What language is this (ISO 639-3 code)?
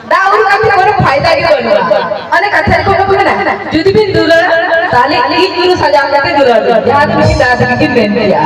sat